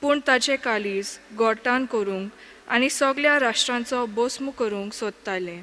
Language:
Konkani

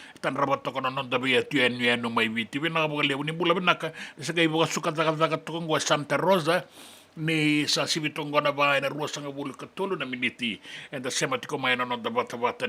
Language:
Fijian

